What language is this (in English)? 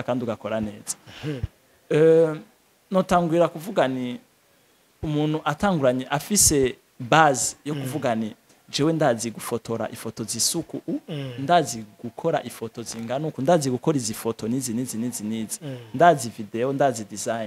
Rundi